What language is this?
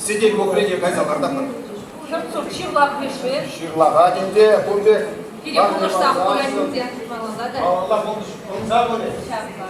Chuvash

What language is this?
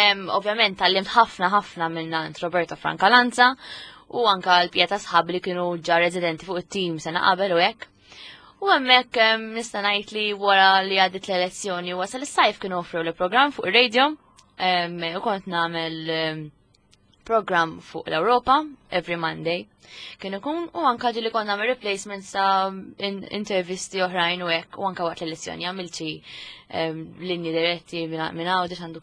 Maltese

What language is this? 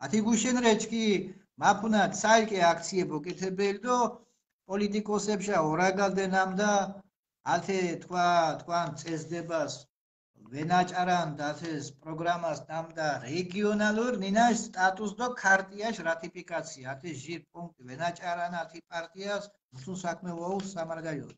Mingrelian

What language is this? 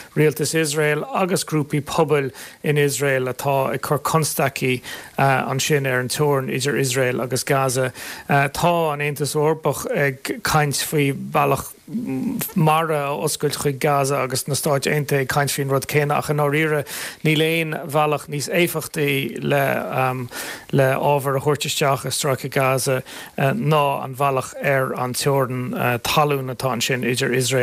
Irish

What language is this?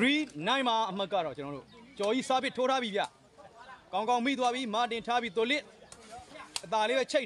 Burmese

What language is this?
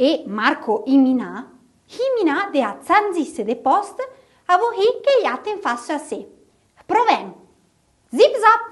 Arpitan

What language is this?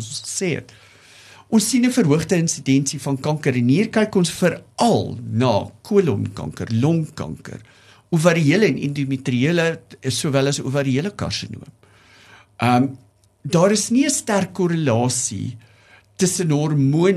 Afrikaans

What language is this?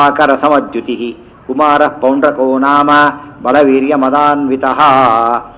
Kannada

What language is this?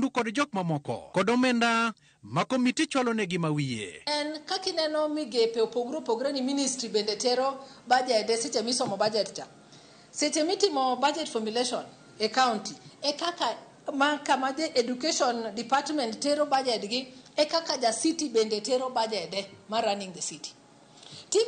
Luo (Kenya and Tanzania)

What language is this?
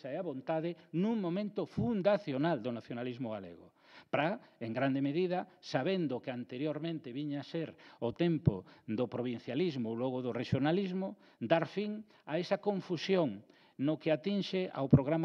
Galician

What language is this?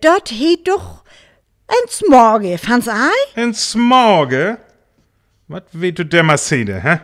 Northern Frisian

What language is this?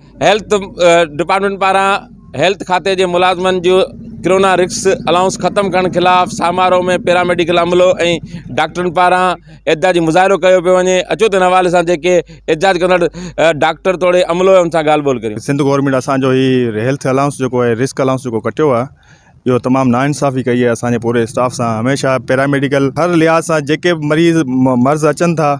Sindhi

